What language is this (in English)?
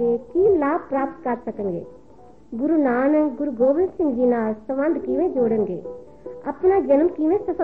Punjabi